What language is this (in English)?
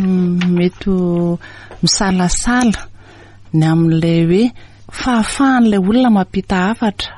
Malagasy